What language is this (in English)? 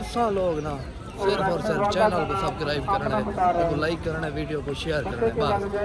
Saraiki